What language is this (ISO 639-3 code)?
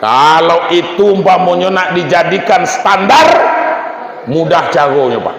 min